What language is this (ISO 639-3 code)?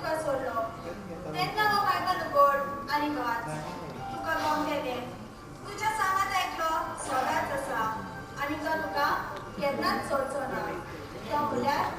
kok